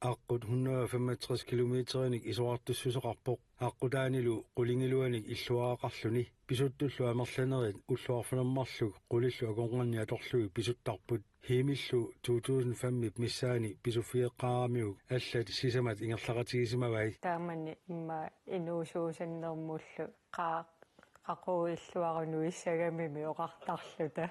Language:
Kalaallisut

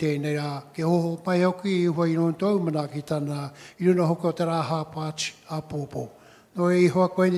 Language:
Māori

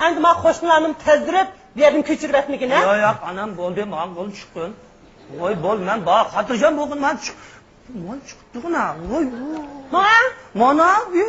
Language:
Uyghur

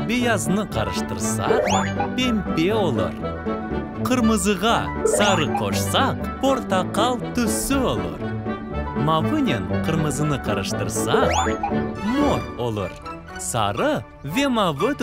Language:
Crimean Tatar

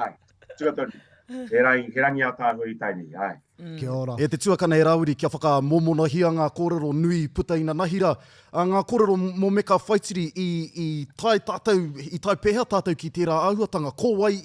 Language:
Māori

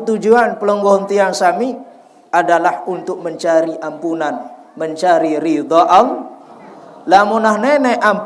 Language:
Sasak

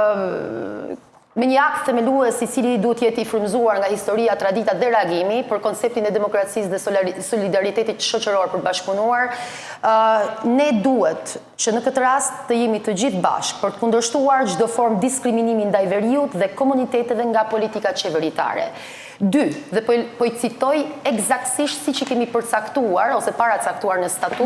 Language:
Albanian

